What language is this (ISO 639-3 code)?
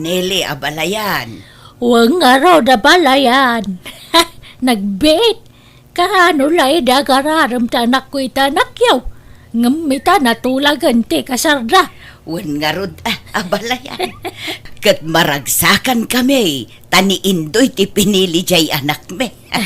ilo